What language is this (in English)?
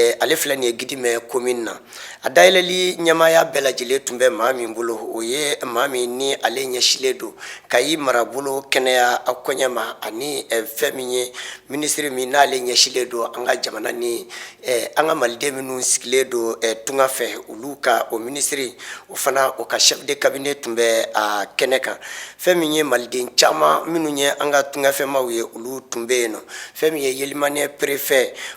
Bambara